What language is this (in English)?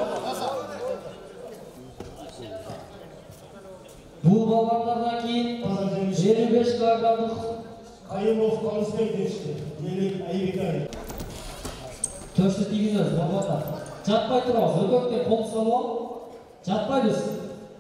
Kazakh